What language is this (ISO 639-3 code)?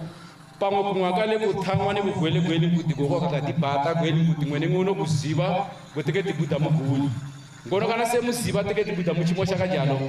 tsn